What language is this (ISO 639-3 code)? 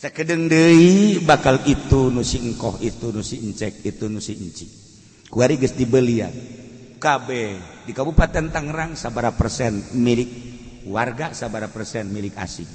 sun